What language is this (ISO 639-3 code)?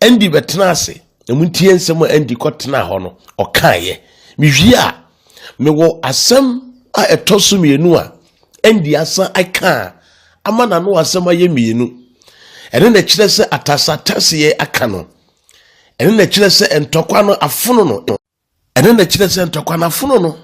aka